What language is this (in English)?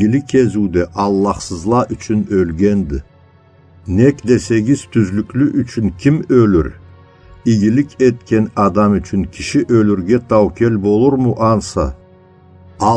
Karachay-Balkar